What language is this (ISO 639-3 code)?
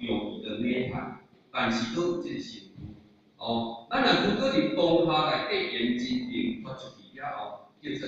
nan